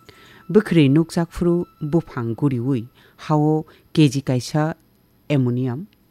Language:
Kok Borok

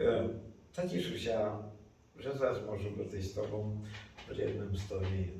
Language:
Rusyn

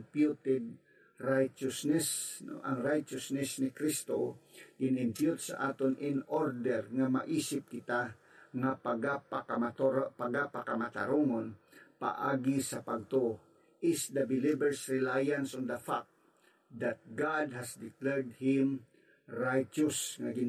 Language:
Hiligaynon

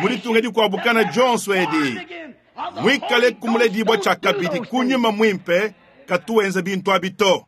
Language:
Luba-Lulua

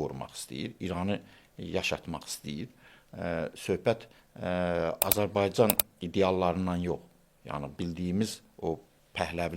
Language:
Azerbaijani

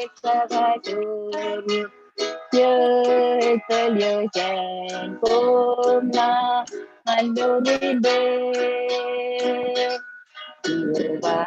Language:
Marshallese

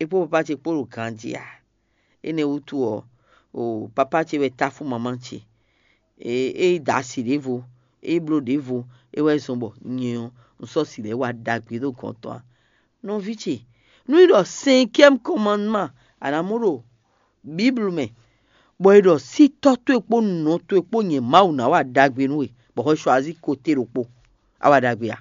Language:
Fon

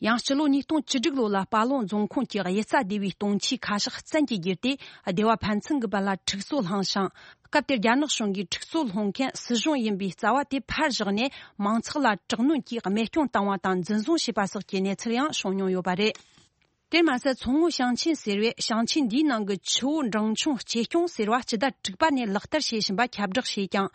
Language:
Tibetan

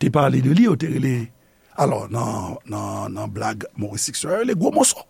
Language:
Haitian Creole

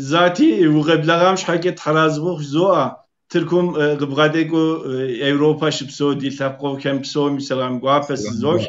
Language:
Kabardian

